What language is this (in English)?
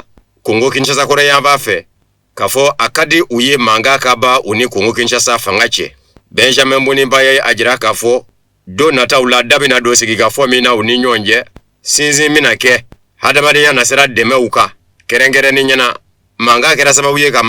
Bambara